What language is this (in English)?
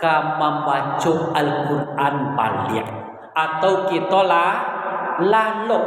Minangkabau